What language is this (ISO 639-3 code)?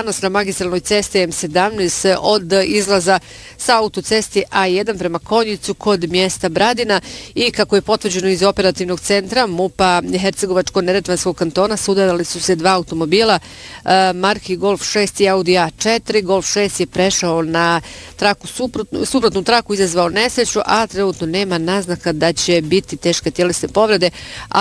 bos